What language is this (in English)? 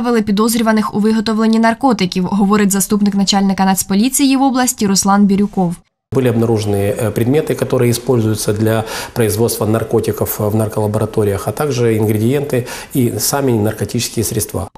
Ukrainian